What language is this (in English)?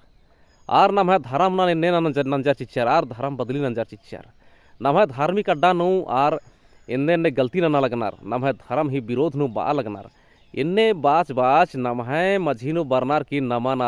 Kurukh